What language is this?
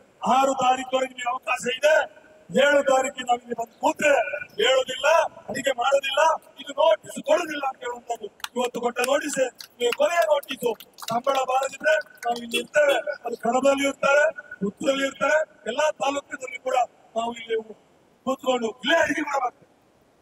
Kannada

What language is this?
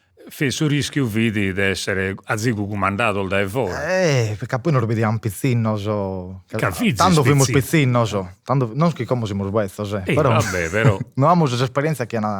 Sardinian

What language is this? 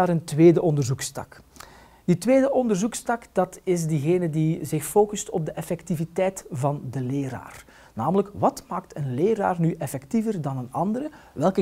Dutch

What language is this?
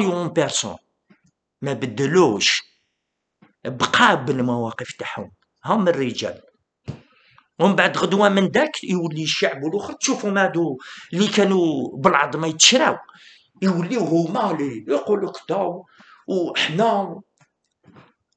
Algerian Arabic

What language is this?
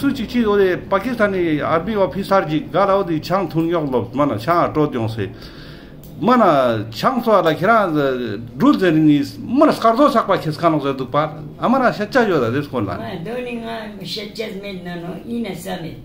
Ladakhi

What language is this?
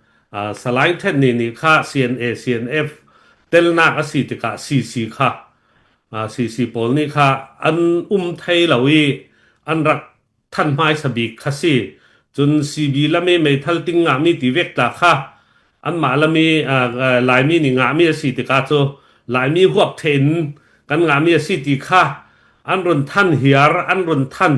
Falam Chin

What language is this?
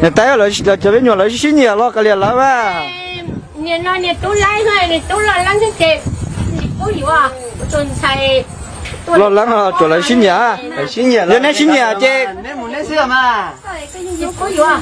Hmong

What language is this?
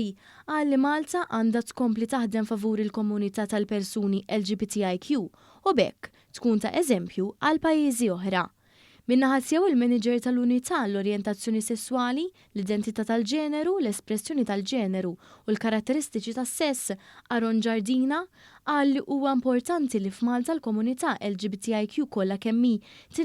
Maltese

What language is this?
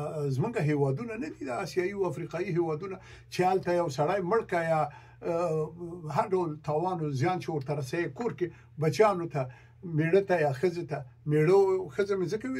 Pashto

